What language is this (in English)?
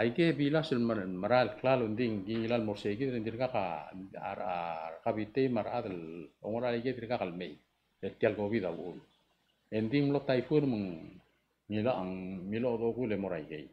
Palauan